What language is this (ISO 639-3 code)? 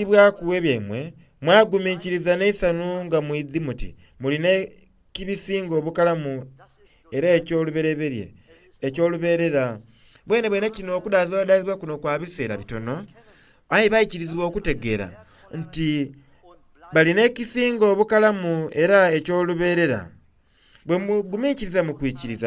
xog